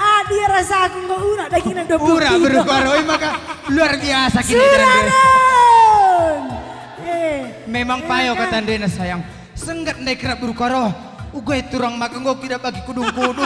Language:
Batak Karo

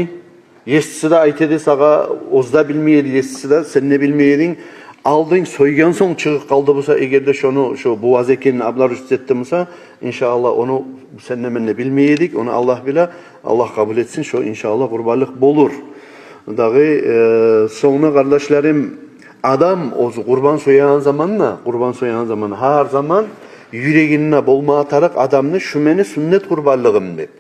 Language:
Kumyk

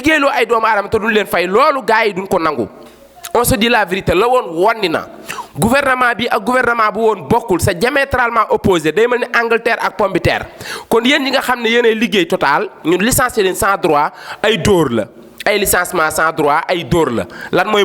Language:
Wolof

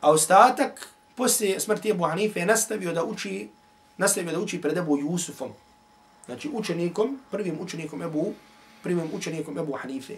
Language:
Bosnian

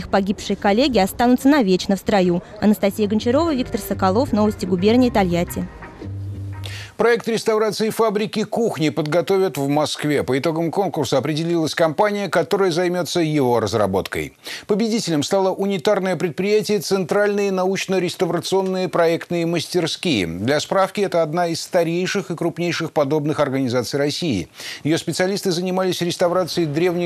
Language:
Russian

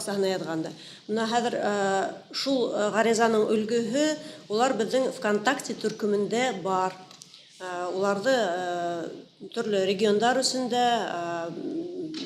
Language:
Bashkir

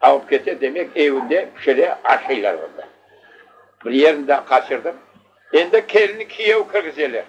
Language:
Crimean Tatar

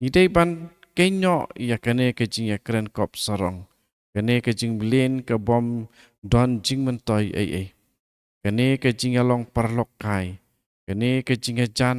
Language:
Khasi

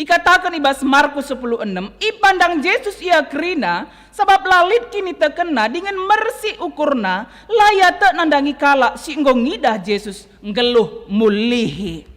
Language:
Batak Karo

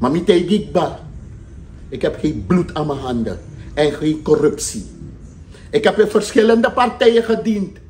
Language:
Sranan Tongo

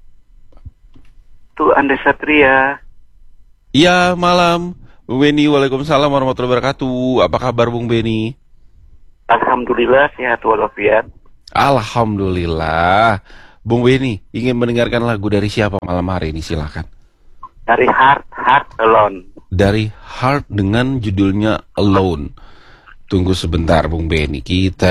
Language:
Indonesian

